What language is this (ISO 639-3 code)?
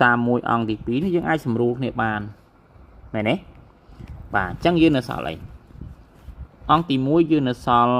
khm